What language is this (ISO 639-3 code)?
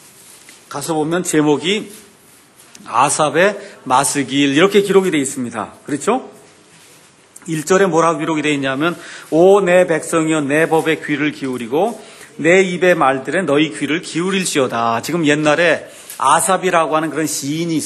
kor